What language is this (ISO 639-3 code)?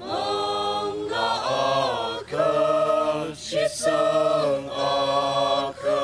nmf